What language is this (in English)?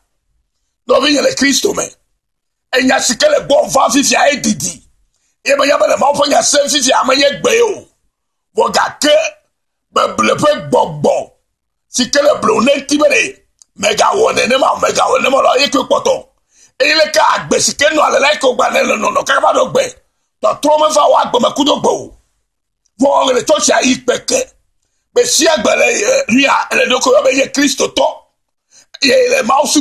Ewe